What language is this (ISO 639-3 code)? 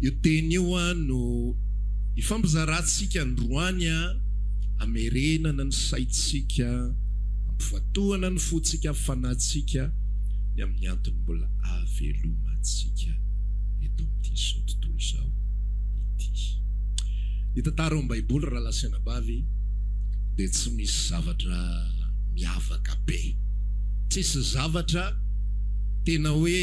mlg